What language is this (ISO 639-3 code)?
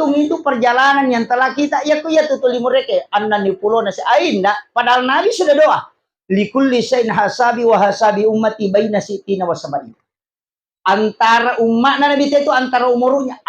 bug